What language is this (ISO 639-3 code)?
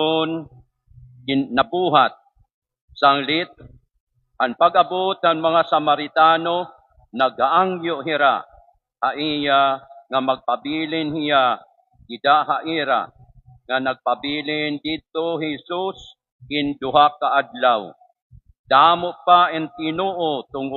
war